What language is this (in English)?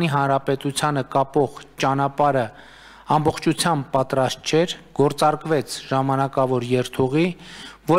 Armenian